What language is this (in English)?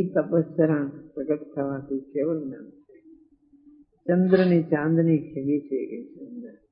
Gujarati